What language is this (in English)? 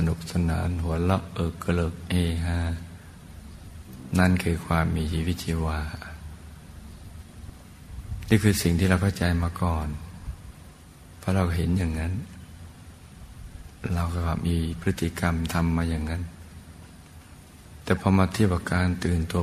Thai